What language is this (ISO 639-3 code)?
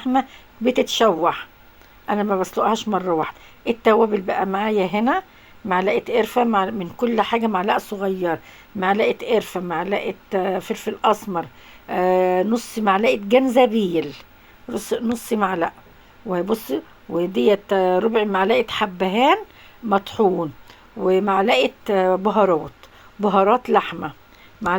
arz